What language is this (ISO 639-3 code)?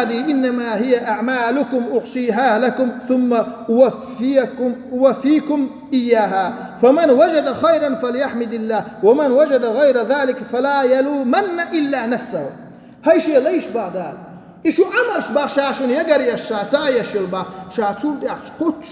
che